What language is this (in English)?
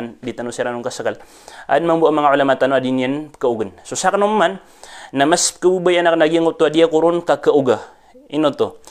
Maranao